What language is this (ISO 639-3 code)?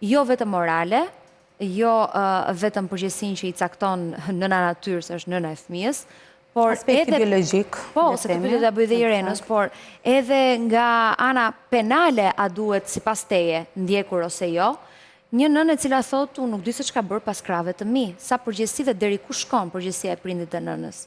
sqi